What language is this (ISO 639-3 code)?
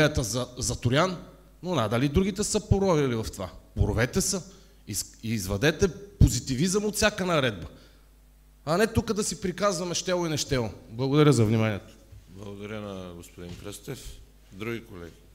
bul